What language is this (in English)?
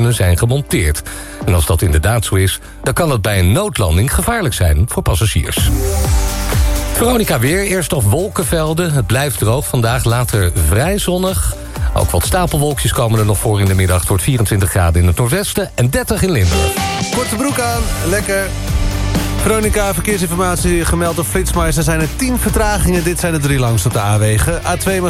Dutch